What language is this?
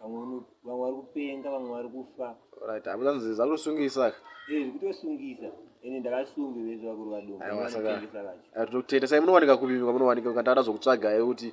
Shona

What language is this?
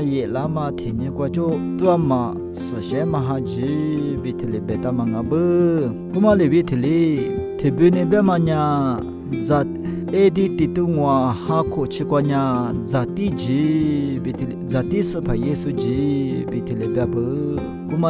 Lisu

